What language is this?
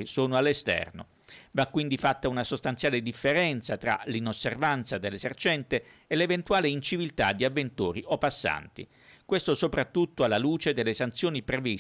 Italian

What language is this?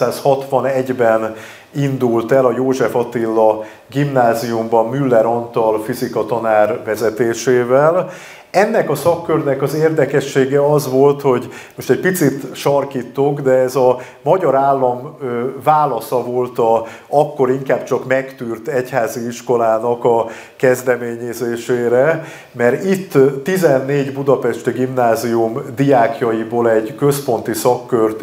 Hungarian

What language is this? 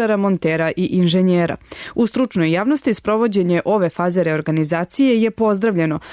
Serbian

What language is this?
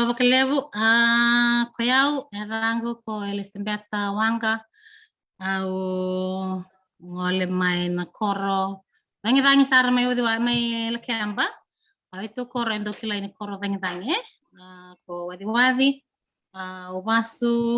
Fijian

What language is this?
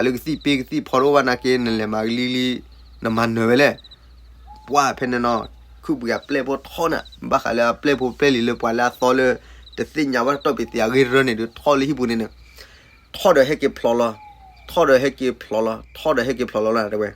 S'gaw Karen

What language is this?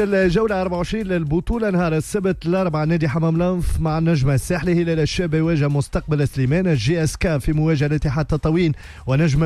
Tunisian Arabic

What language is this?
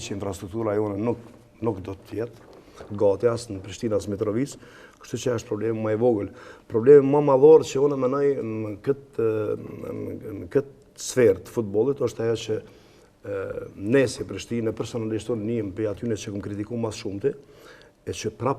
Albanian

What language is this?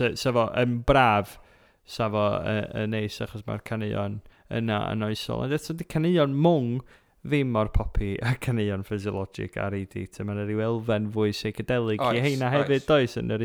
Welsh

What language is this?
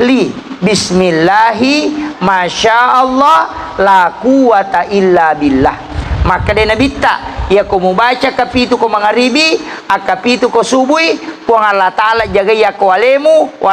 Buginese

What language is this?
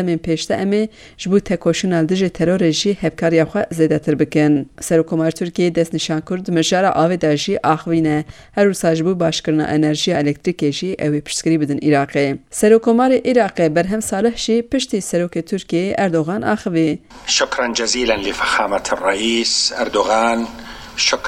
Kurdish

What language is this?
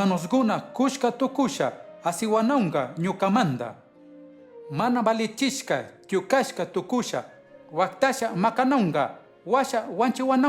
Chimborazo Highland Quichua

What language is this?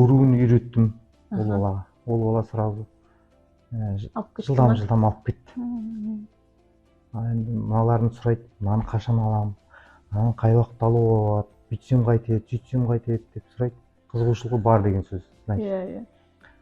Kazakh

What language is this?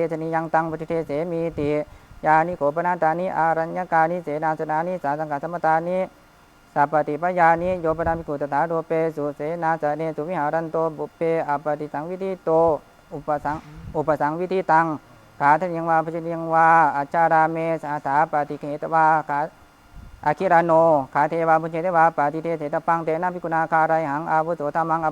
Pali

